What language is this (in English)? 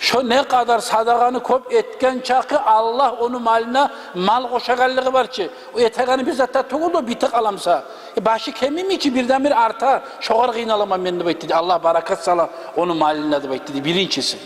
Kumyk